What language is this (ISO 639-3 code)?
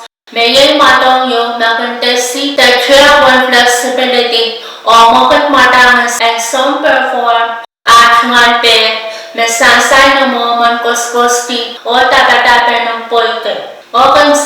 pon